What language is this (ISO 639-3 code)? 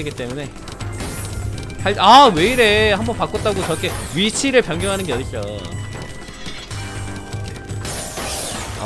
kor